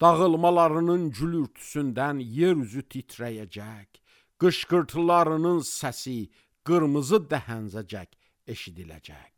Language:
Azerbaijani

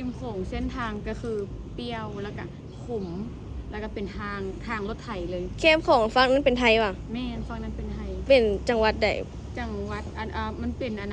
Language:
Lao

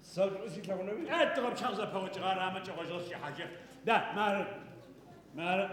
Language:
Adyghe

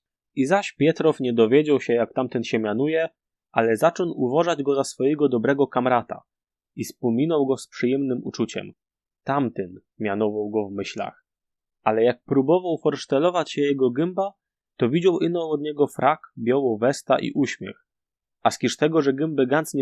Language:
Silesian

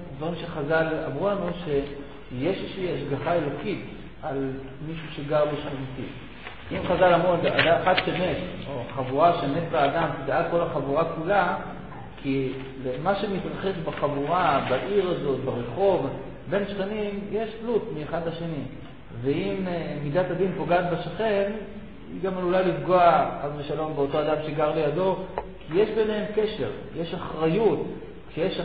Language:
Hebrew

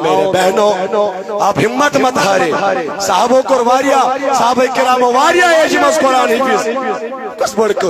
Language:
Kashmiri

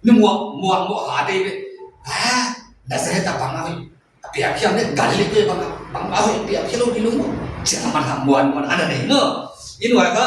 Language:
Paite Chin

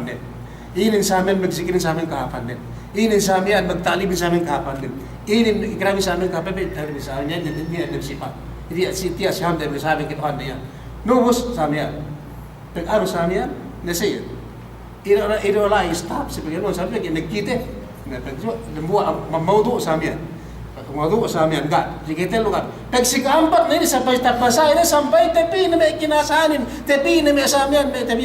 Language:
Yakan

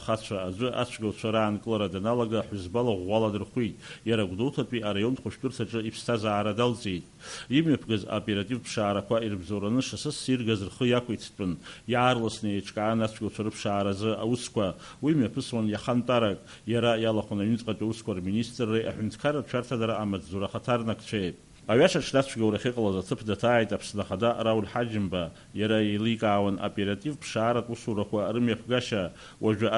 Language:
Abkhazian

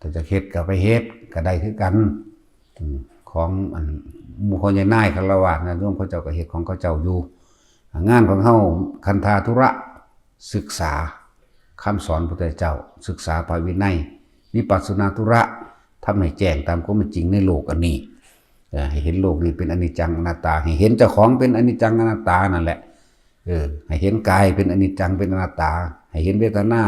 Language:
Northeastern Thai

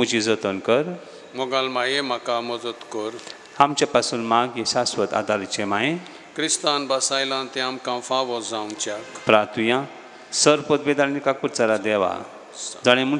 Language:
Konkani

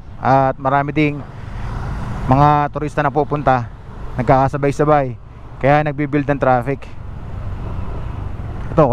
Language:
Filipino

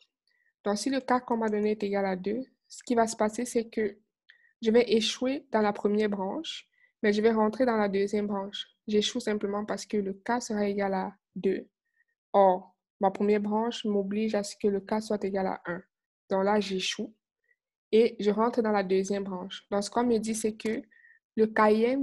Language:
French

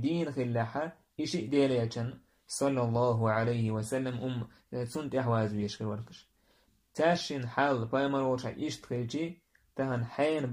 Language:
Chechen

